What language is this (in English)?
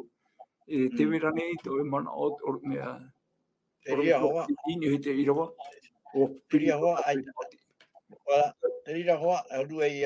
Tahitian